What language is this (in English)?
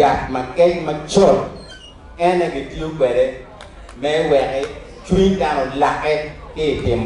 Acoli